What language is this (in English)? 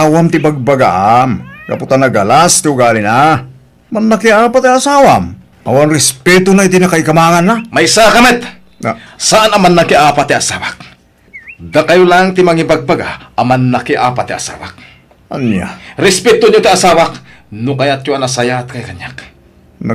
Iloko